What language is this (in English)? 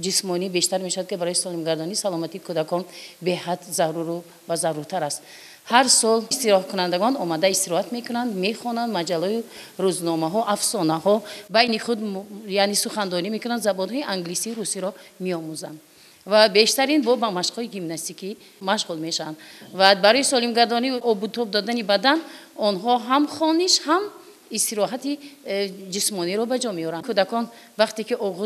Tajik